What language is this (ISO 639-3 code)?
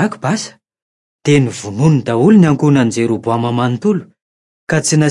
mlg